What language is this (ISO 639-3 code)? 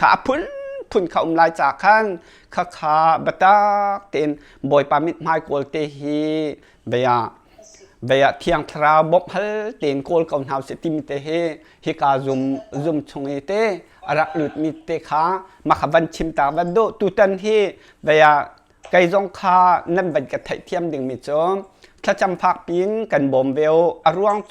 cnh